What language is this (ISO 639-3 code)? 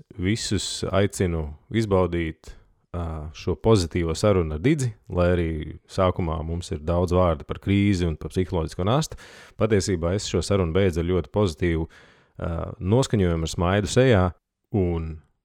lav